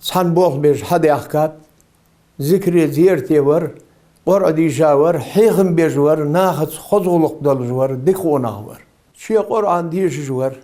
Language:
Ingush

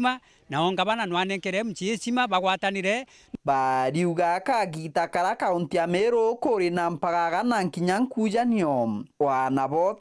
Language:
Meru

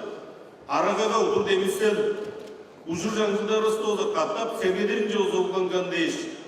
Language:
Tuvinian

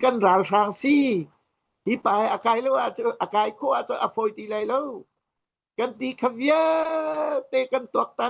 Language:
Hakha Chin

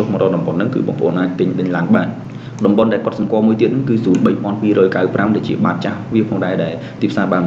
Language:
Khmer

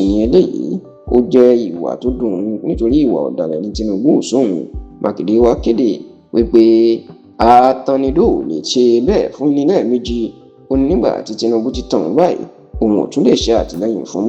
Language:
Yoruba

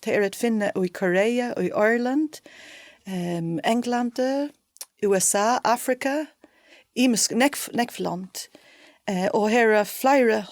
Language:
Faroese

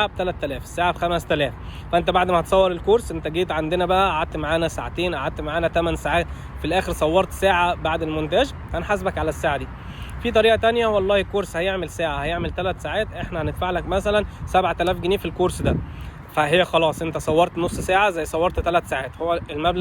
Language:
Egyptian Arabic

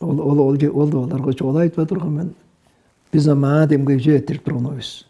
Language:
Tuvinian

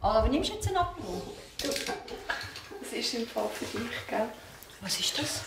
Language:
Swiss German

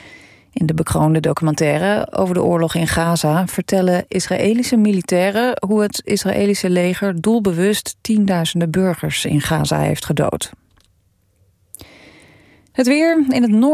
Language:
Dutch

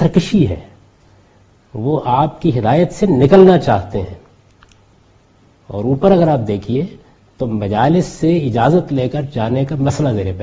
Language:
Urdu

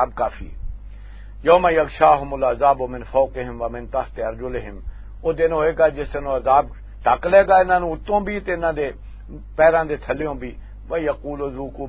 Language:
Western Panjabi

